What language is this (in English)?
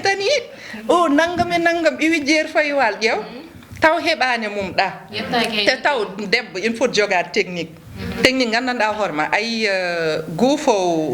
Fula